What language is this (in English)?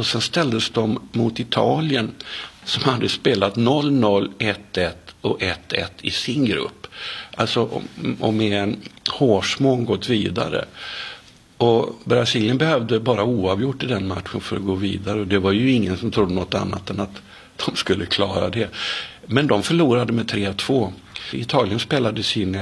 Swedish